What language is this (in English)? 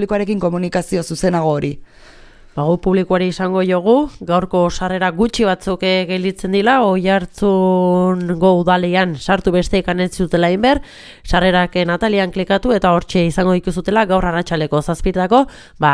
Basque